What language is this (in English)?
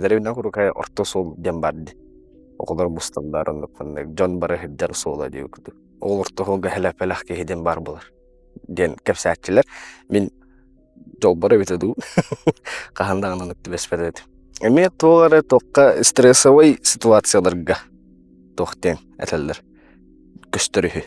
Yakut